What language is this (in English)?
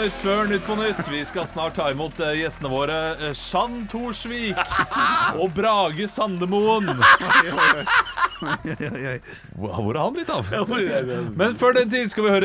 Norwegian